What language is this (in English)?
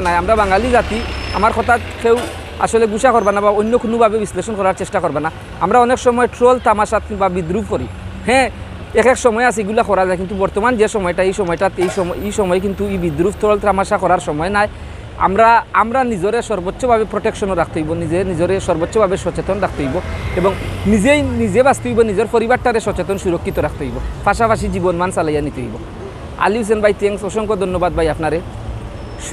Sylheti